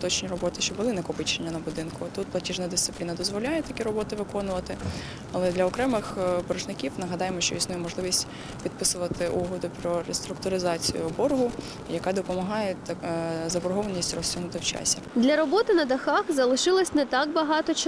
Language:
Ukrainian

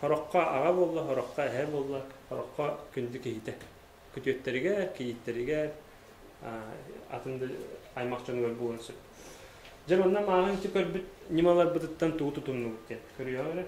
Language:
Yakut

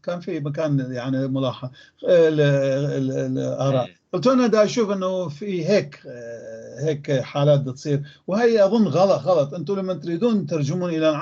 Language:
North Levantine Arabic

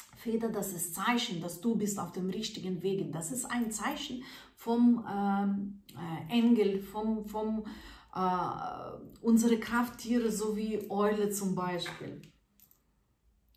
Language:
German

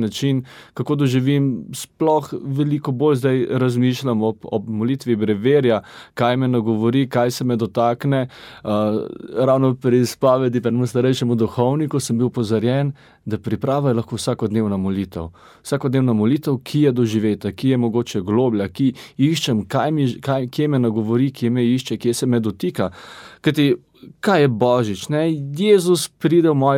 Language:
Slovenian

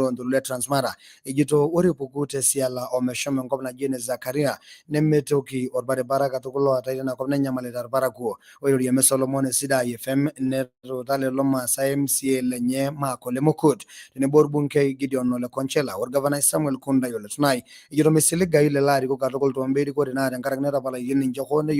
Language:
Masai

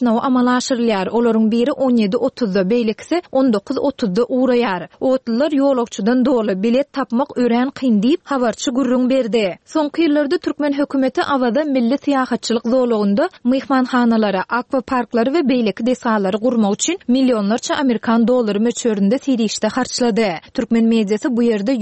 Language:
Turkmen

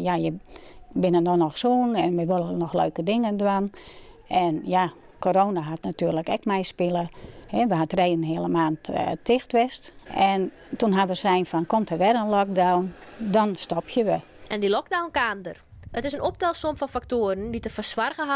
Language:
Western Frisian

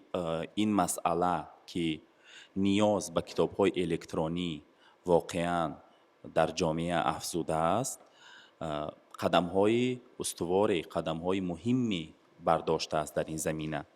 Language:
Tajik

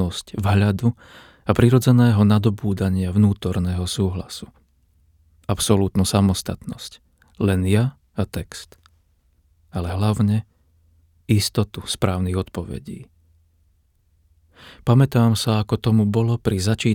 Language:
Slovak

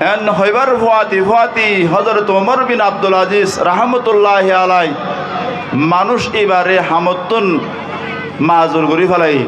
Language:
Rohingya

